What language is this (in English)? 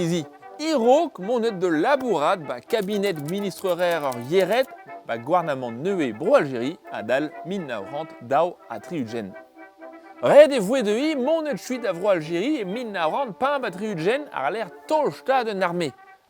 Breton